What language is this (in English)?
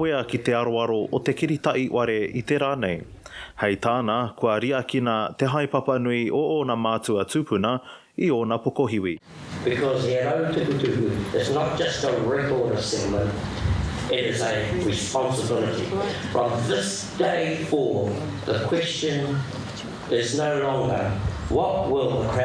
Māori